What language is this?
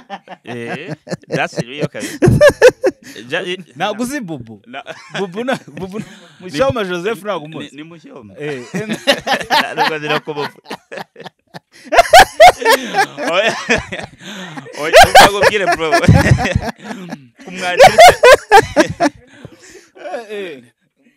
Kinyarwanda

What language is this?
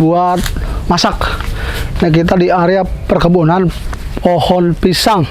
Betawi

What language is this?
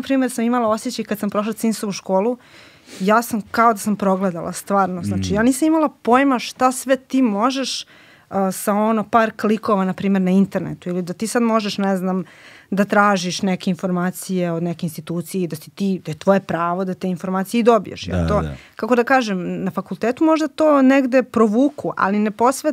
Serbian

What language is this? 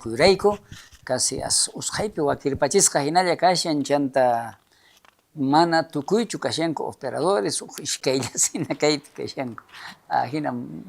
South Bolivian Quechua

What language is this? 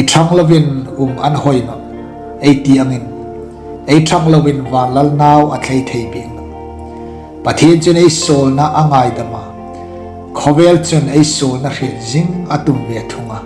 Hmar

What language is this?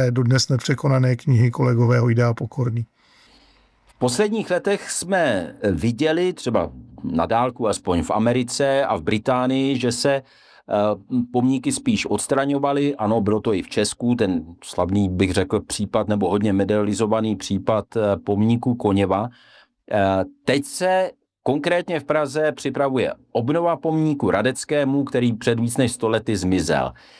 Czech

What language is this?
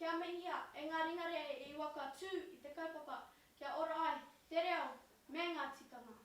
Māori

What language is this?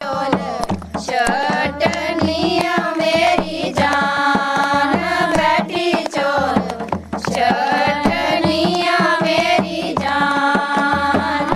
Dogri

